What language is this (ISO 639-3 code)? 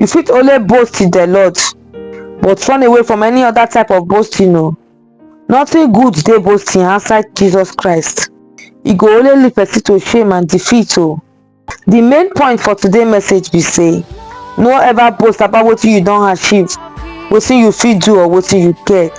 pcm